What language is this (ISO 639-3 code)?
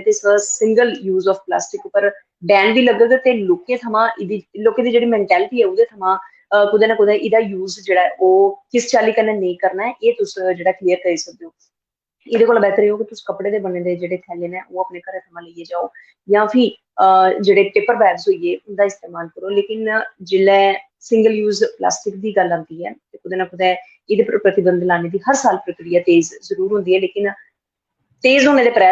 doi